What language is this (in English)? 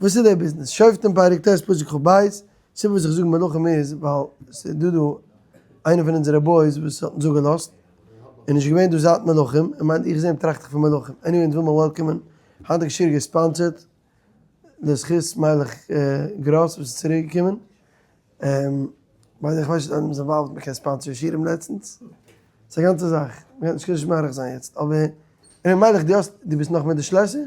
Yiddish